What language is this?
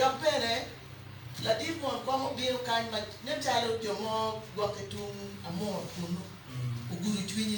Acoli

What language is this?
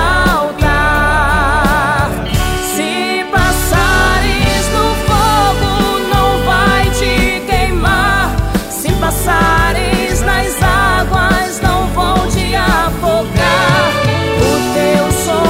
Portuguese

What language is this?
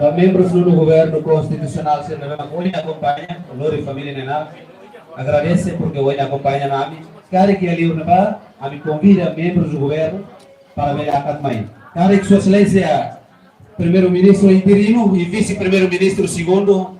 Tetum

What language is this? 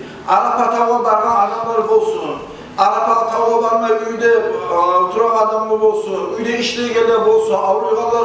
Kumyk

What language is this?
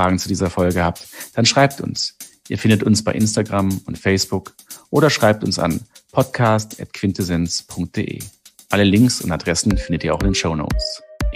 German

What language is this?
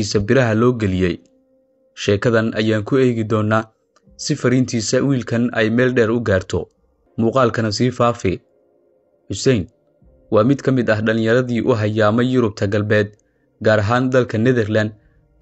Somali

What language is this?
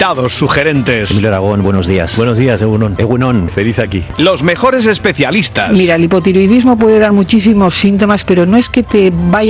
Spanish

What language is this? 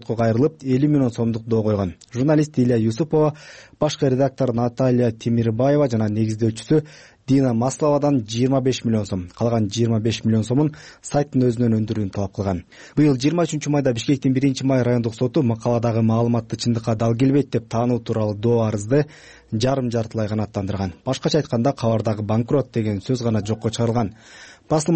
Kyrgyz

